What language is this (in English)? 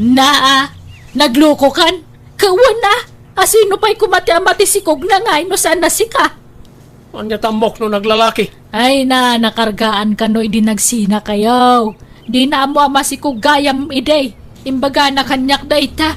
Iloko